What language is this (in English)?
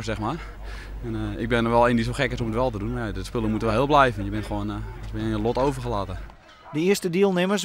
Western Frisian